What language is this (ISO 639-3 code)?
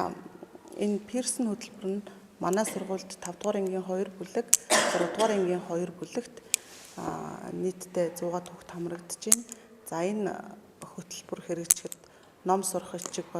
mon